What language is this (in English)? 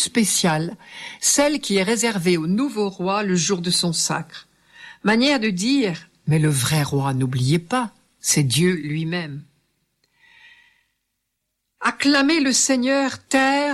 French